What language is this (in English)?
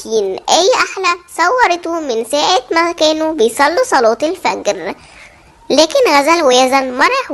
Egyptian Arabic